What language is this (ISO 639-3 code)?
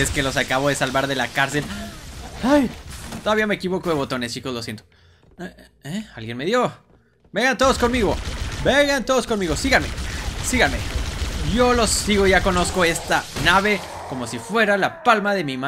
spa